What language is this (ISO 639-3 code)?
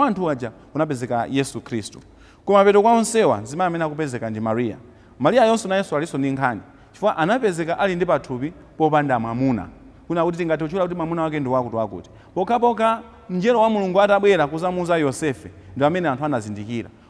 nya